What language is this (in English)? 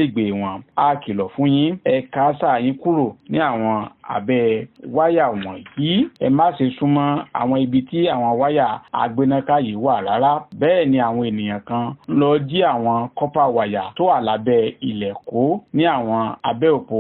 Yoruba